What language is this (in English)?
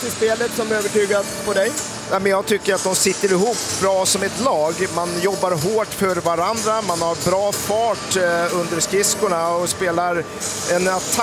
Swedish